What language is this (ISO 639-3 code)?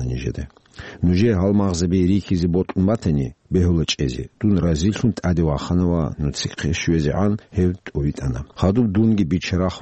ava